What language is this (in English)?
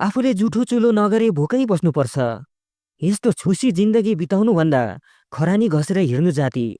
Nepali